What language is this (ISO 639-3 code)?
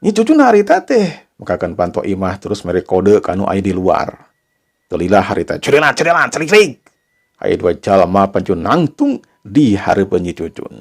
sun